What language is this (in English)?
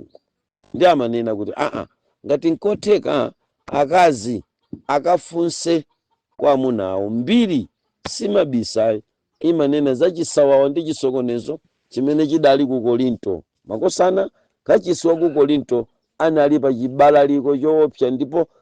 Nyanja